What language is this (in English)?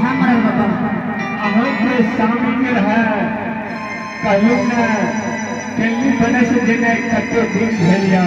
Angika